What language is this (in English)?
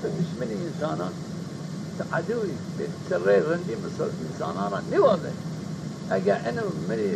Zaza